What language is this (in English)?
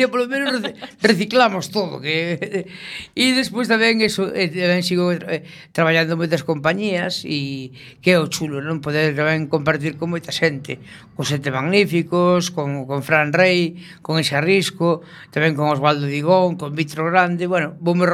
Galician